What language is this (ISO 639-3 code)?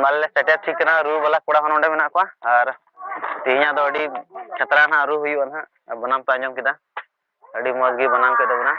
sat